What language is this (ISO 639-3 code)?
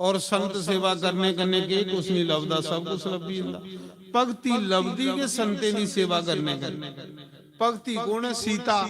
doi